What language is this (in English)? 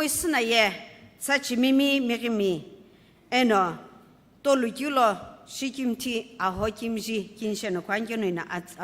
Sumi Naga